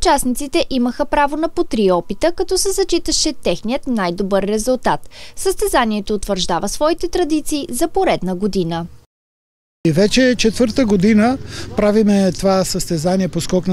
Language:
Bulgarian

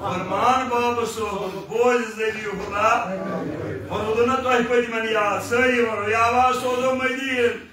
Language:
Kashmiri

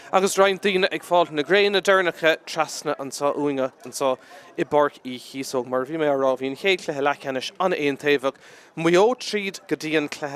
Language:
Irish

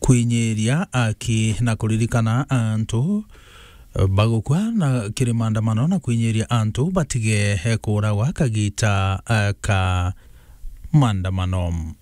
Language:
Meru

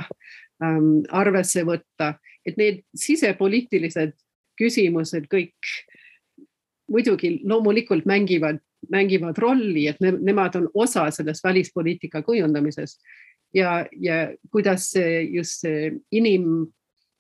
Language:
Estonian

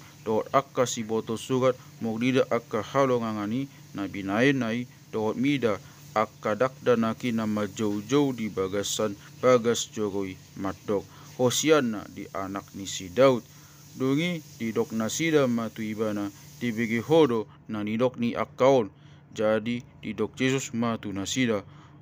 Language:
Batak Toba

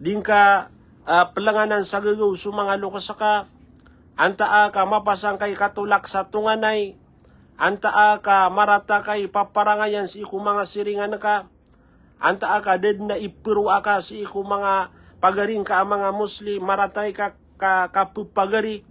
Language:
Maranao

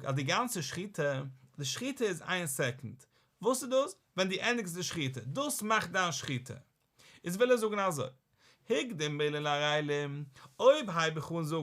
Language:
Yiddish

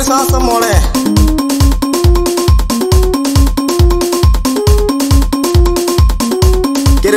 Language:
Swahili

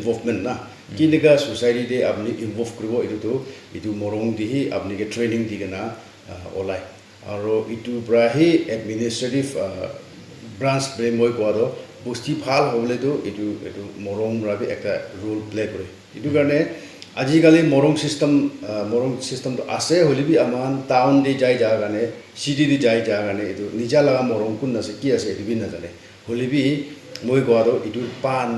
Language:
Naga Pidgin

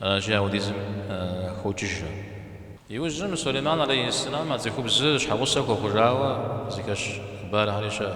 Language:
Kabardian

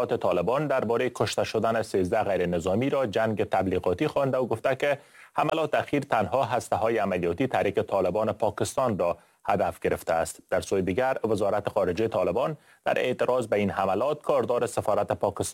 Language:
Persian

